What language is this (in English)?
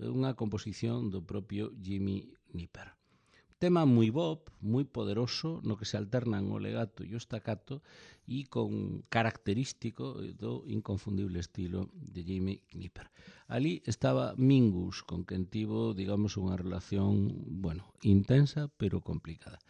Galician